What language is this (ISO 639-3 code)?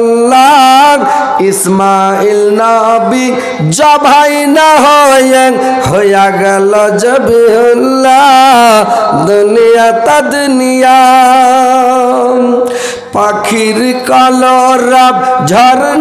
ben